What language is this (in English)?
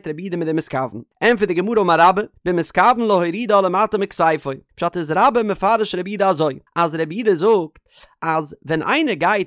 Yiddish